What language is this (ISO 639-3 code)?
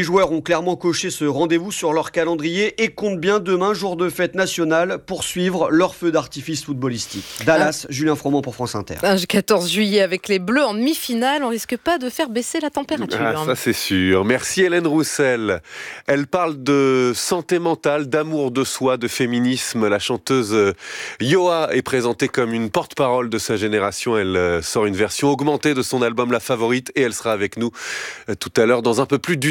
fra